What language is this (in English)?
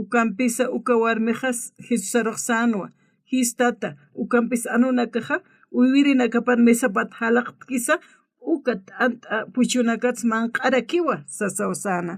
Aymara